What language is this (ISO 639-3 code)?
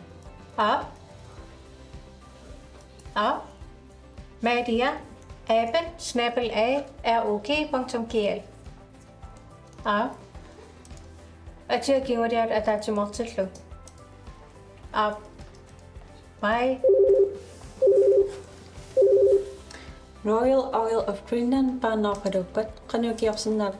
dan